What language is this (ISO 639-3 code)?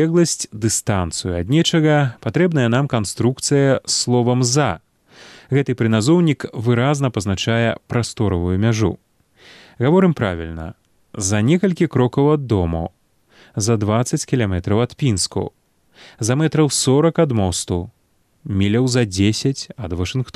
bel